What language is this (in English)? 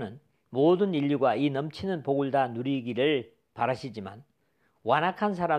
Korean